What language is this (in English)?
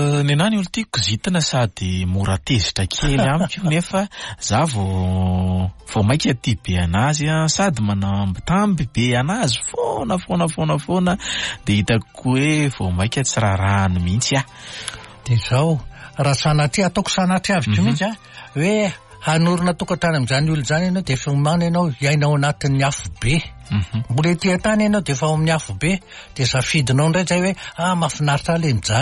Malagasy